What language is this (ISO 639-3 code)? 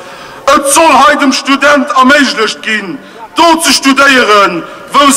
ltz